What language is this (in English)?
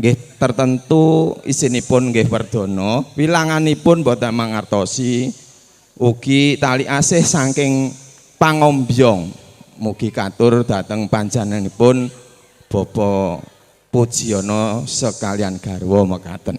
Javanese